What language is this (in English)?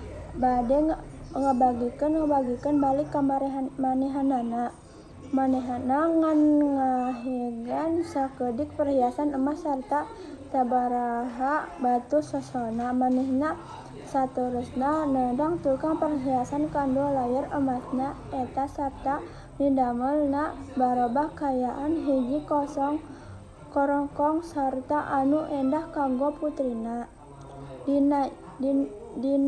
Sundanese